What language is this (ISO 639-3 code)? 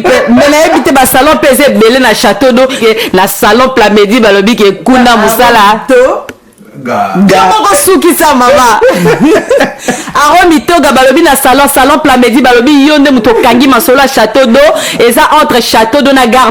lin